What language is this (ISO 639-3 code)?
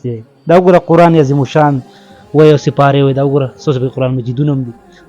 pus